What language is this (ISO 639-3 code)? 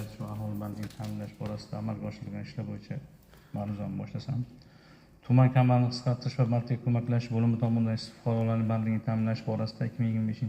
uzb